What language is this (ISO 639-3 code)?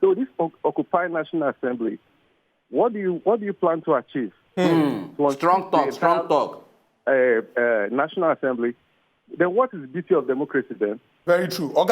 pcm